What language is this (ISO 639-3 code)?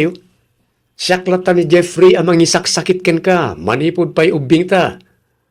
ilo